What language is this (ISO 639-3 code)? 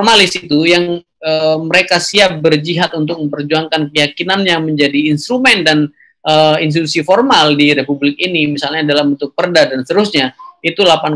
ind